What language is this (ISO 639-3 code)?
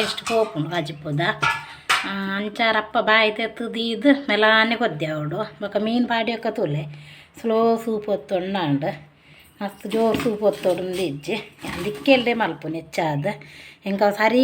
tcy